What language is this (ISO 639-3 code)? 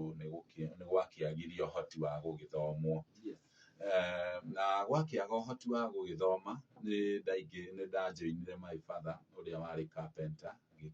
kik